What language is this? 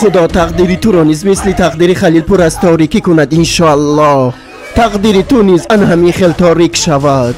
Tajik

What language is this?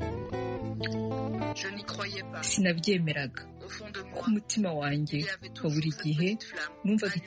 Kinyarwanda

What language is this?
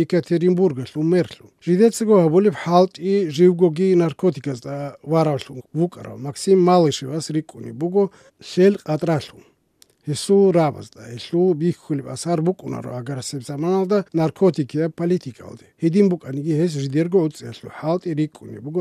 Avaric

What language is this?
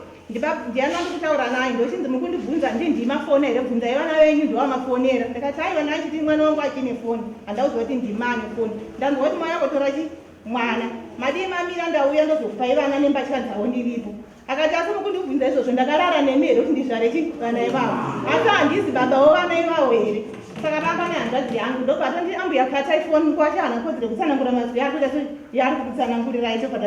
Shona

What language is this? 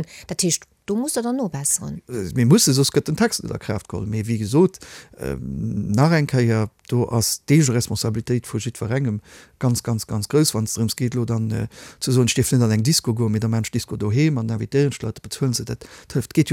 Luxembourgish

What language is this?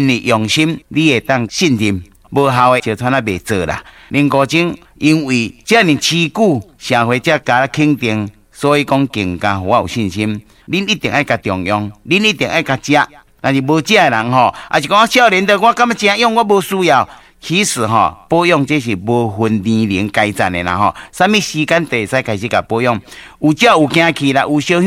Min Nan Chinese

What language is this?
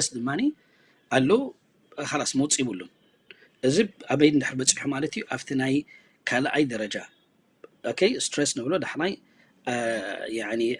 Tigrinya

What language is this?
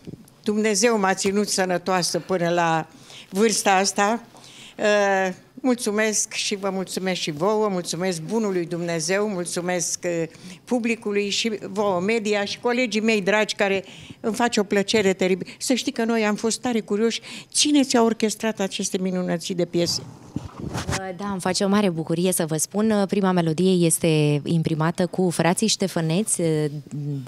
Romanian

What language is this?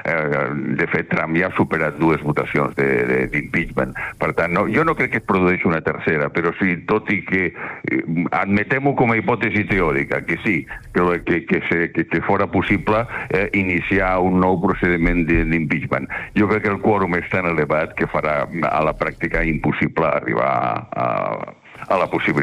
Catalan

